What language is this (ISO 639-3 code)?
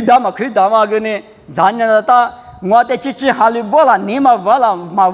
lis